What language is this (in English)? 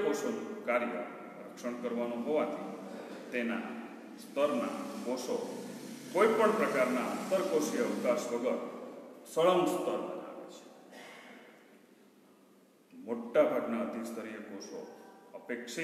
Gujarati